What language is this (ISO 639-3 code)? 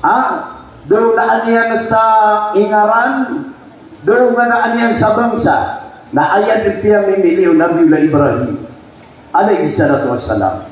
mrw